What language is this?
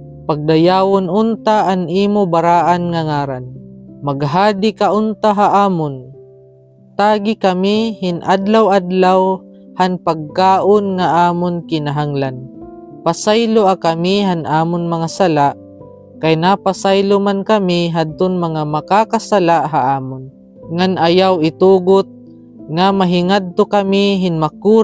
Waray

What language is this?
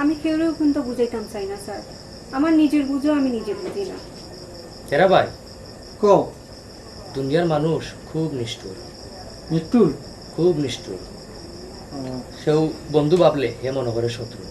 Sylheti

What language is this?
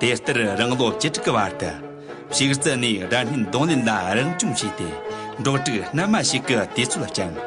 Amdo Tibetan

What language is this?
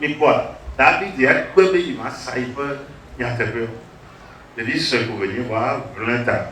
Ewe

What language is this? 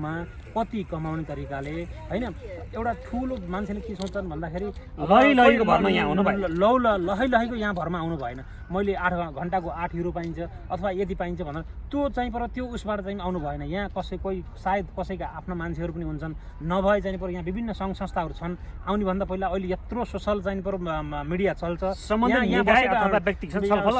Nepali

